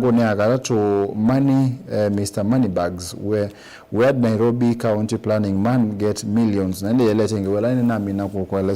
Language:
Kamba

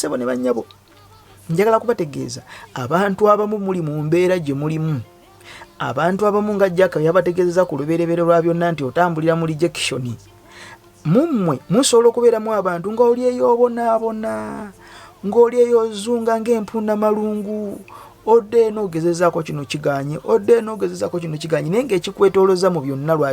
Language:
Ganda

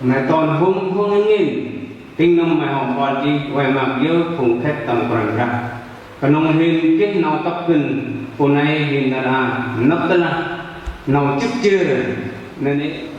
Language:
Central Mnong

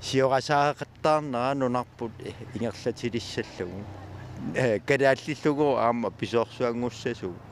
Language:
Kalaallisut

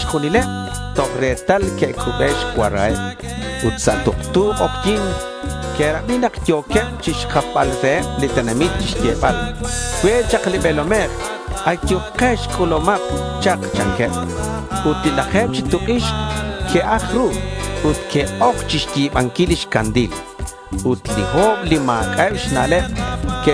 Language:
Kekchí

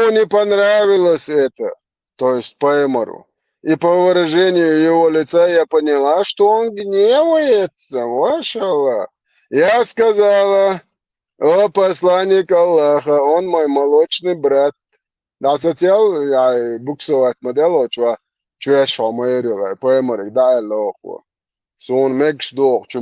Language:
Chechen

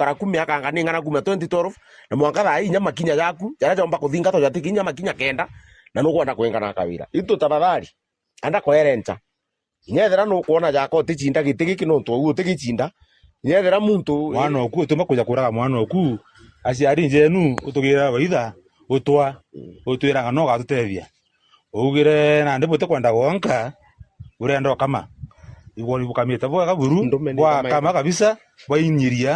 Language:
Meru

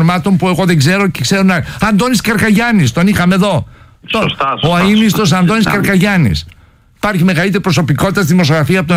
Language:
Greek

